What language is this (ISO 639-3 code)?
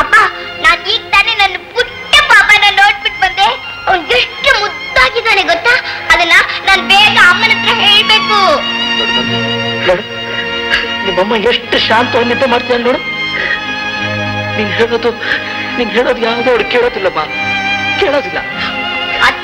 kan